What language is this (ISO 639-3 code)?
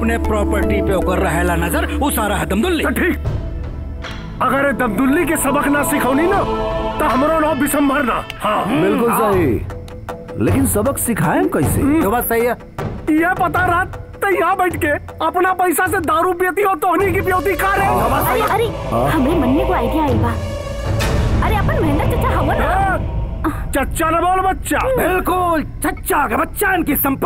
bho